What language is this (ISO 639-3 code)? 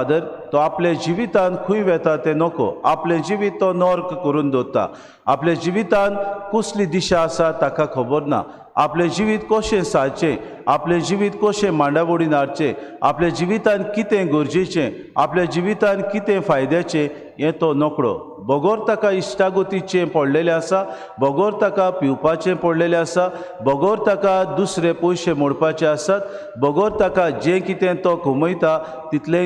kok